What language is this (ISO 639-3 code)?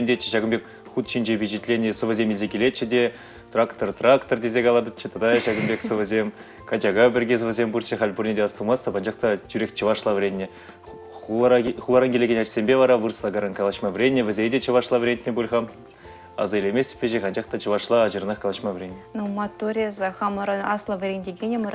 chv